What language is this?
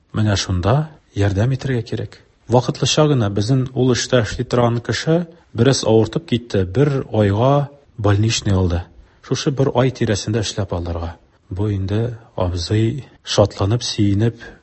Tatar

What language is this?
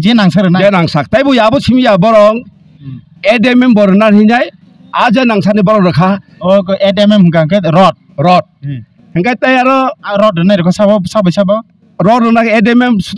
Kok Borok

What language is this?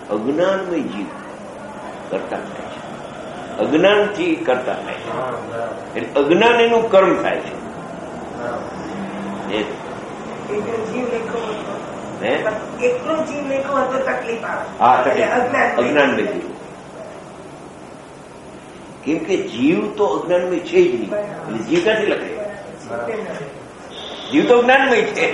Gujarati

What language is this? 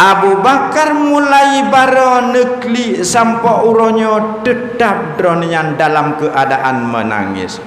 Achinese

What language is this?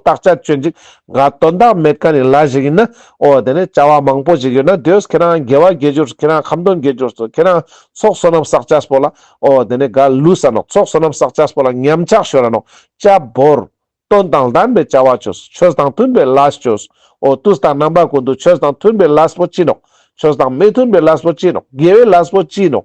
Ladakhi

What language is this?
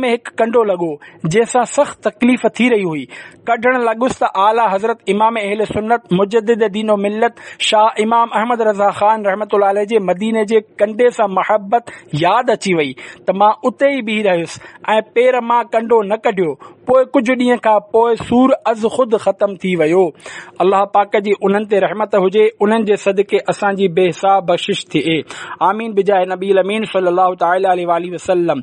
Sindhi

